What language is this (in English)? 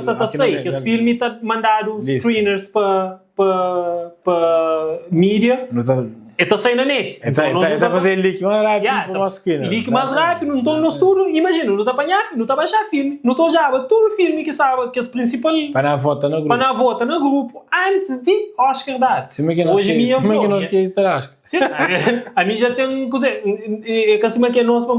Kabuverdianu